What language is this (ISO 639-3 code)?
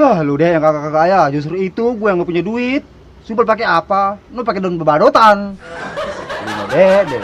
bew